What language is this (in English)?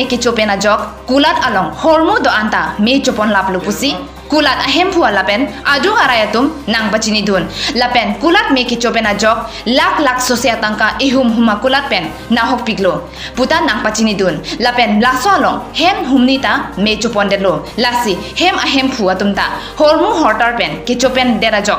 Karbi